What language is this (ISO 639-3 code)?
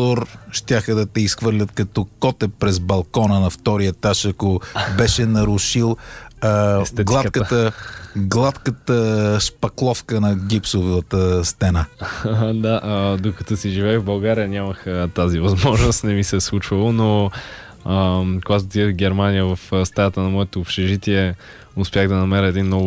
bul